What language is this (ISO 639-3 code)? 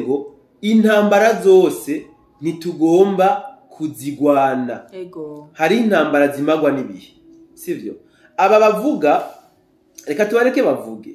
run